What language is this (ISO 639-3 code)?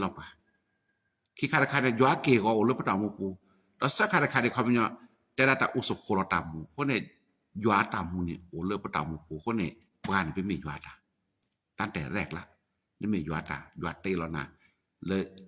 ksw